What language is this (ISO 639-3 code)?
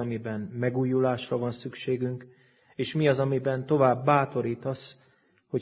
hun